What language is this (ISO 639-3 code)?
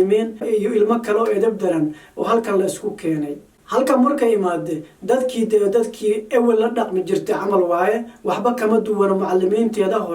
som